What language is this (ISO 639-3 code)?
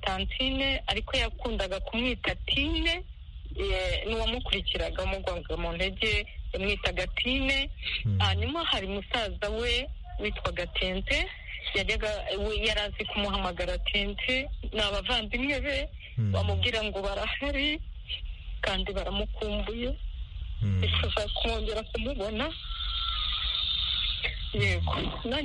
kin